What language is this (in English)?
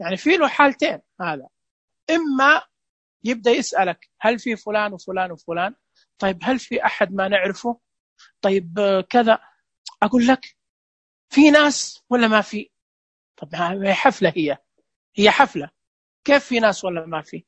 Najdi Arabic